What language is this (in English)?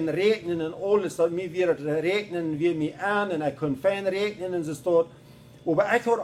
Plautdietsch